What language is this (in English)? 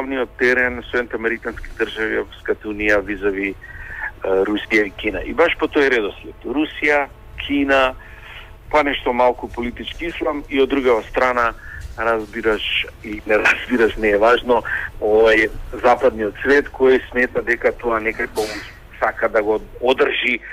Macedonian